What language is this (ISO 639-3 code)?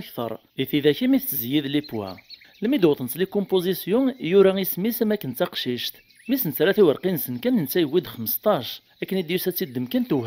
kab